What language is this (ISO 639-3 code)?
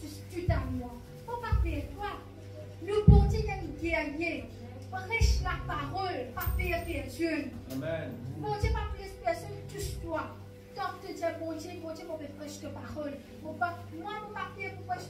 mfe